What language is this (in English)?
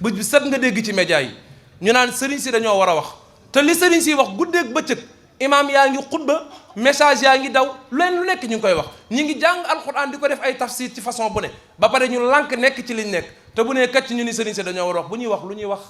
Wolof